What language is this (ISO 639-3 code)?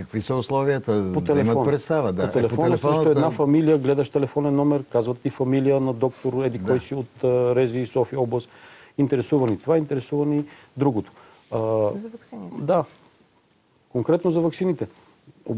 bul